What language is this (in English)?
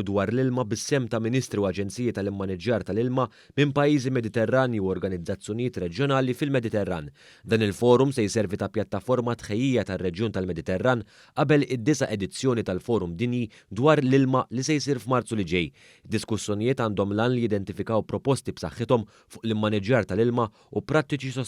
Maltese